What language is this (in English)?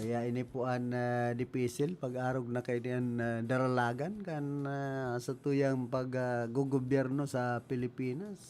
Bikol